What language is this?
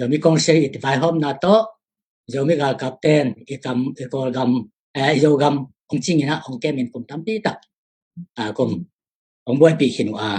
Tedim Chin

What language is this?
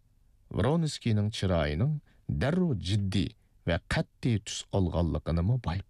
Uyghur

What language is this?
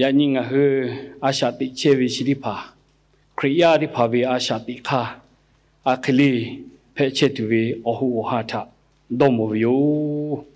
Lahu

